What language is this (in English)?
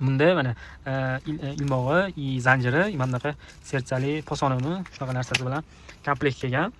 Uzbek